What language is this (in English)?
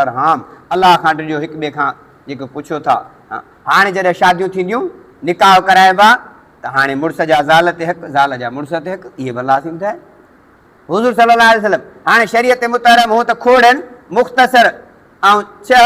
Sindhi